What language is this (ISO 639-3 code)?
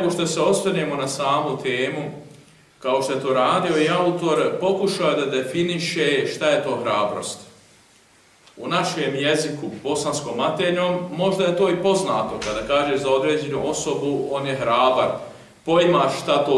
bos